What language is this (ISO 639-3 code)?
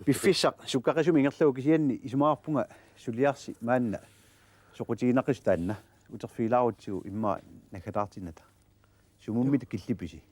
kal